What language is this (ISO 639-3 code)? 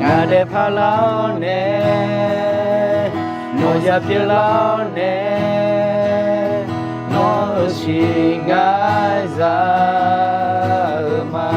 ahk